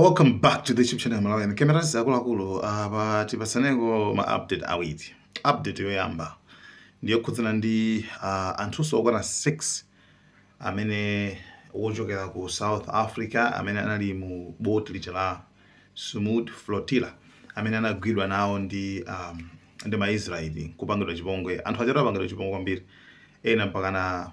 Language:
Nyanja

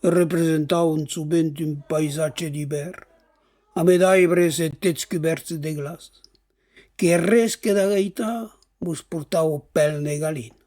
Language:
Occitan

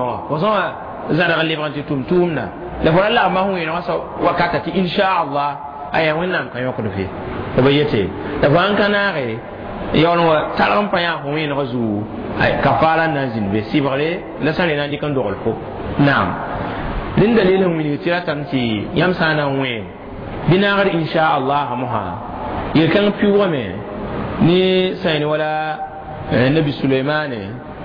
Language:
Mossi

